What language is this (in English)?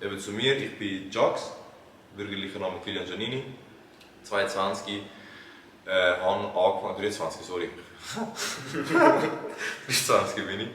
Swiss German